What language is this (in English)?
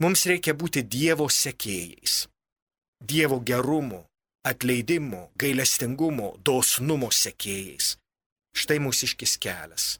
Lithuanian